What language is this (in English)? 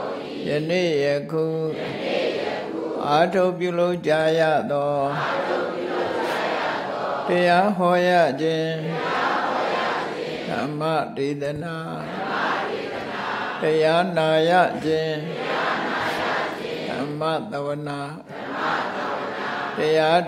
Burmese